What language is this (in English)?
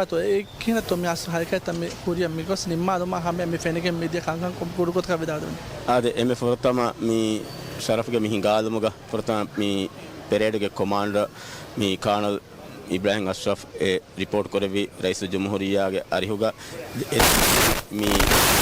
Divehi